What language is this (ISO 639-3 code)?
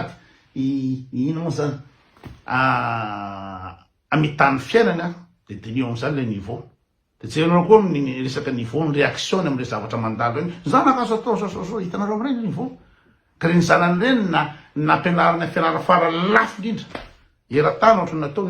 mlg